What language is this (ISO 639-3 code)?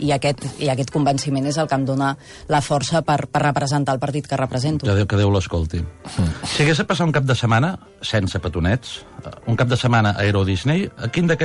cat